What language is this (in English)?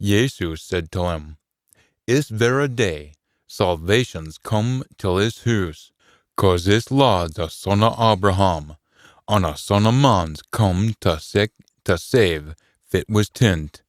Scots